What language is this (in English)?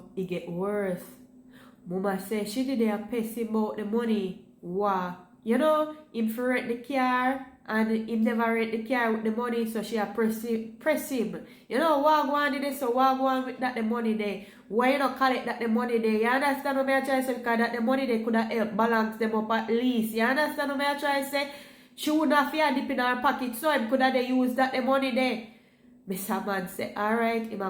Jamaican Creole English